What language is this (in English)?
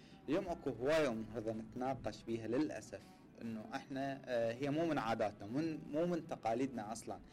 Mesopotamian Arabic